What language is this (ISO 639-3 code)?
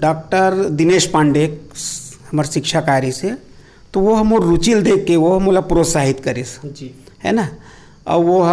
hne